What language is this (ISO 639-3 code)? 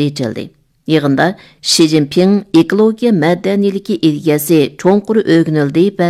uig